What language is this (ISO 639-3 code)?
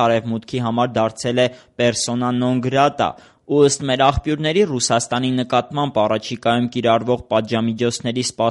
hye